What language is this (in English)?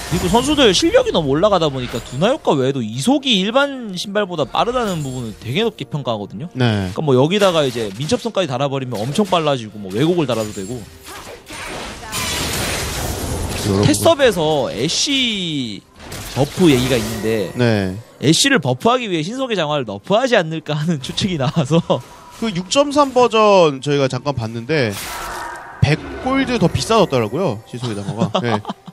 Korean